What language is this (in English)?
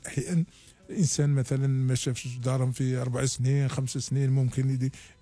Algerian Arabic